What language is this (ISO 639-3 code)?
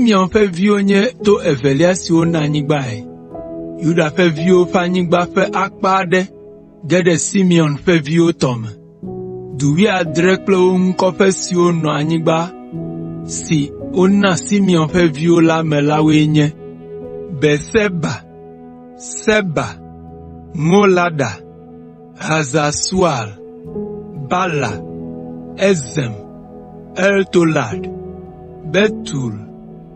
ewe